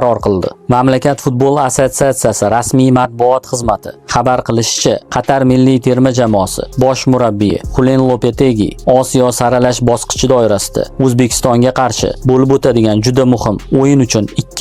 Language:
Uzbek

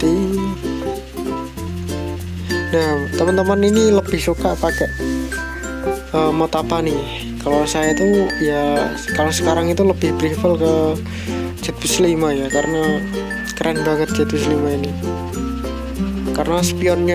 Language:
Indonesian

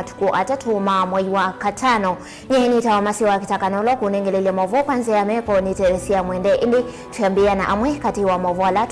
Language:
Kamba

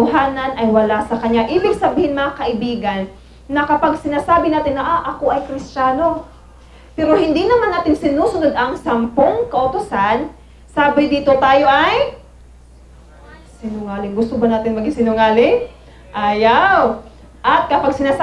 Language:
Filipino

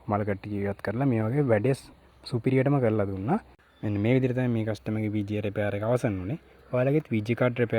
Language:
Sinhala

